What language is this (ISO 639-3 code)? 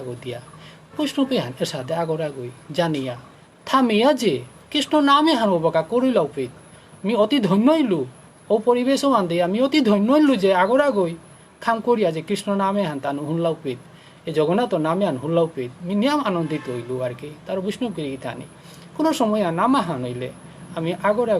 bpy